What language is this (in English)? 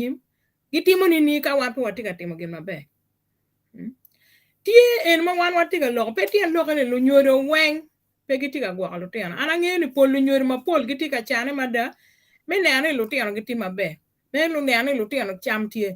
Acoli